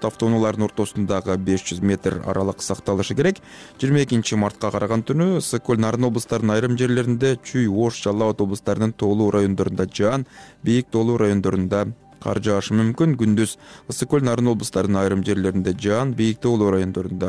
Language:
Kyrgyz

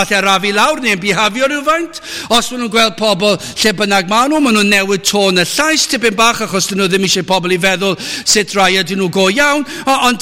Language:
Welsh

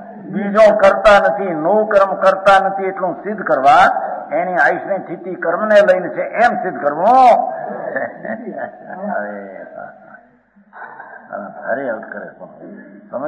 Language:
Gujarati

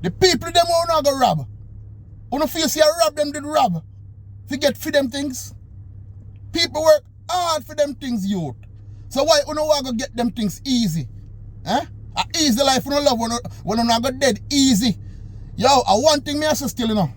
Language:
Jamaican Creole English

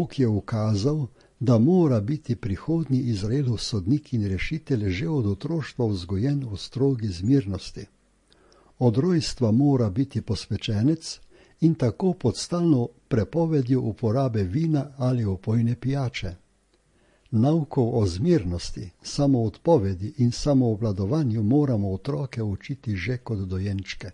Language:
Slovenian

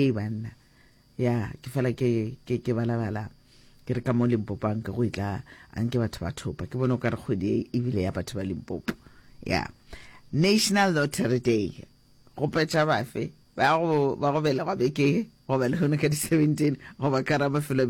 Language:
Northern Sotho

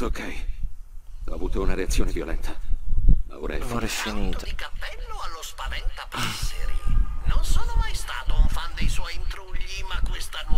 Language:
Italian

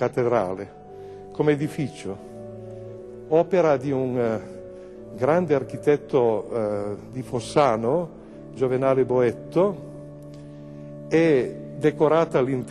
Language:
Italian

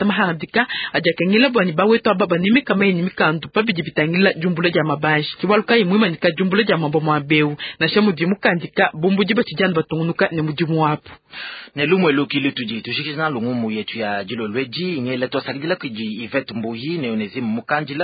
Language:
Luba-Lulua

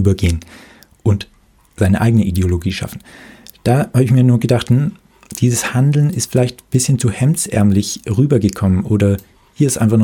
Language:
German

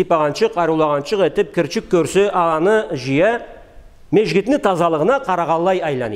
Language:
Karachay-Balkar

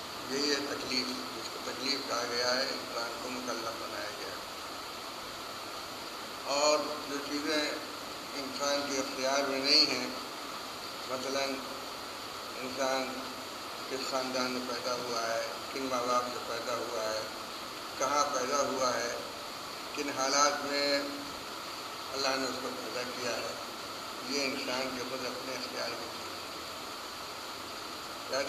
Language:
Urdu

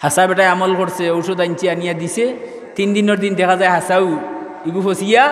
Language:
Sylheti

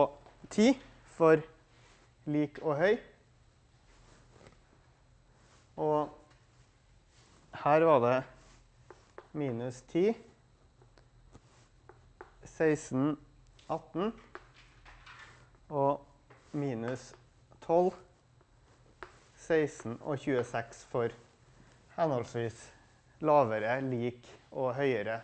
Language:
Norwegian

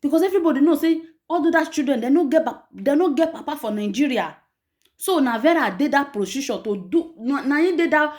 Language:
Nigerian Pidgin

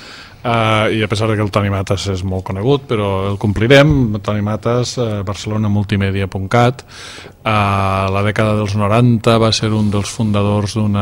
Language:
Catalan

